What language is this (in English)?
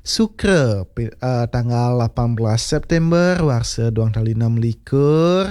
Balinese